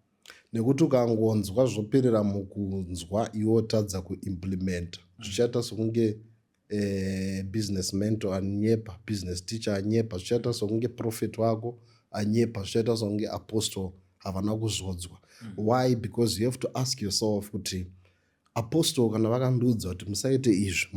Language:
Shona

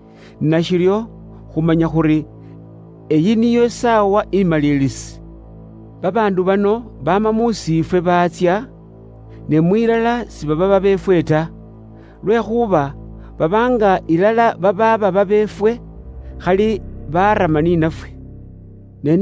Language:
Luyia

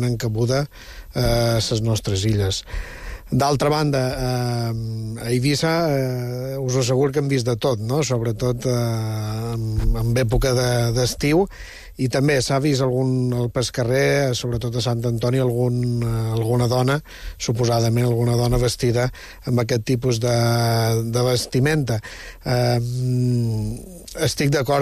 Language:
Catalan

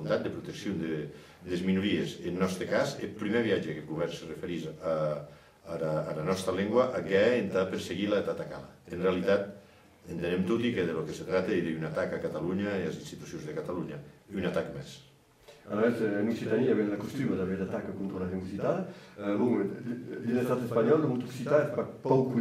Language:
Occitan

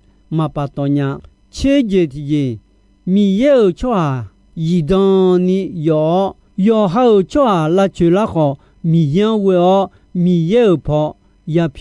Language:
Akha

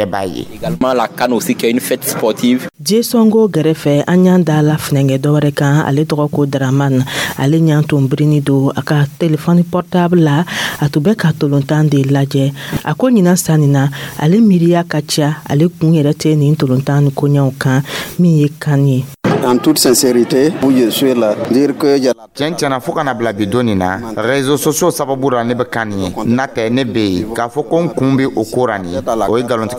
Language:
Dyula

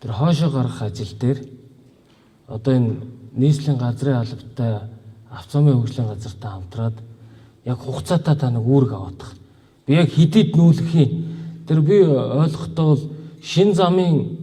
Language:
Mongolian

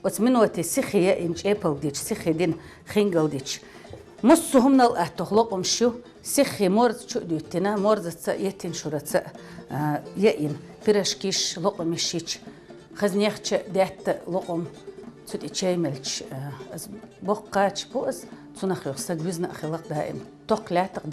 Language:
Chechen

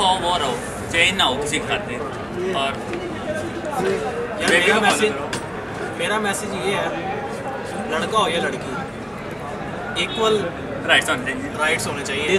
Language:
Hindi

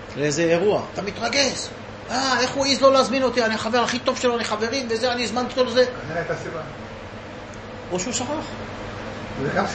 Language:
Hebrew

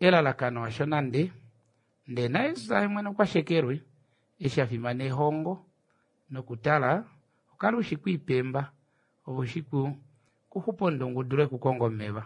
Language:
Kuanyama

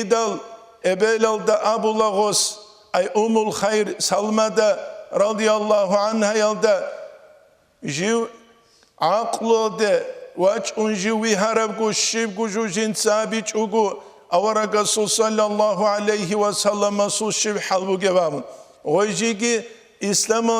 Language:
Avaric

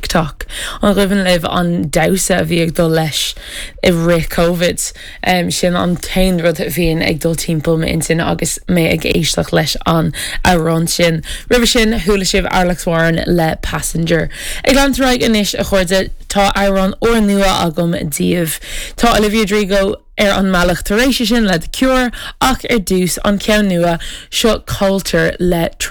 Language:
Irish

